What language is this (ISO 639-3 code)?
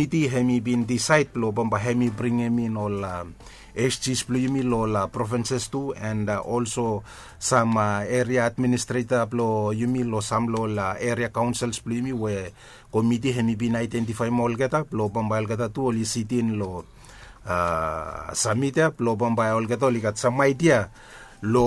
bis